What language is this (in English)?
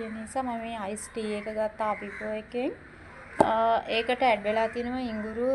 Sinhala